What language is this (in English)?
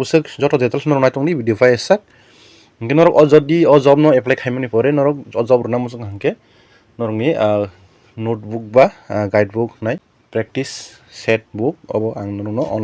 Kok Borok